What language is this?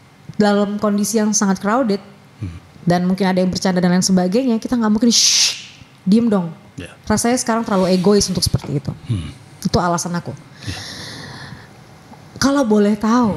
Indonesian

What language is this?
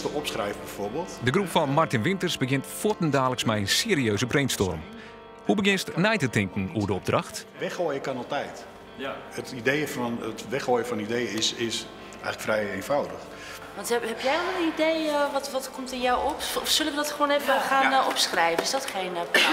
Western Frisian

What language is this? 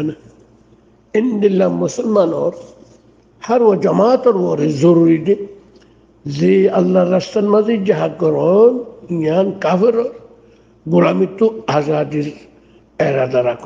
Rohingya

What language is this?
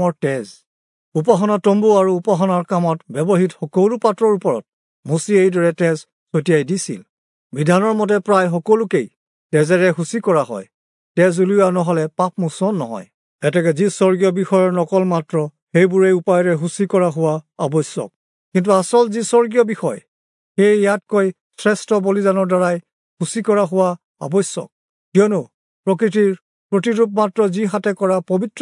Assamese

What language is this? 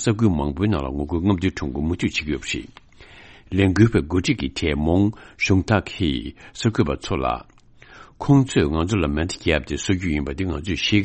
Tibetan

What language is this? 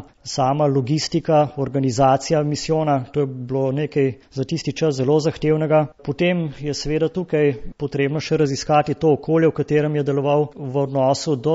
Slovenian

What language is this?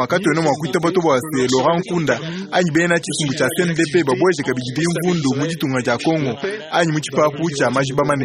Luba-Lulua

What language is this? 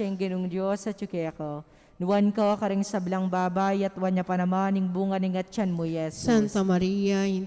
Pampanga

